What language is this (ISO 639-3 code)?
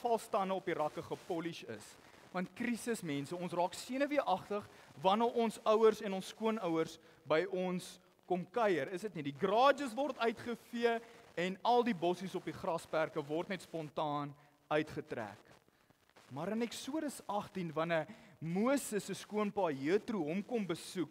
afr